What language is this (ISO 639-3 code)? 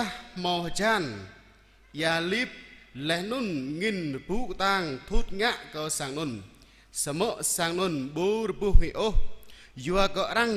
jra